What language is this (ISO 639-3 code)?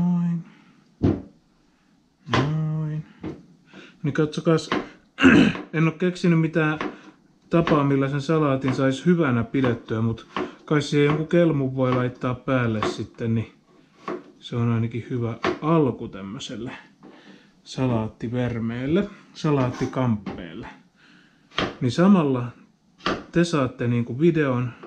fin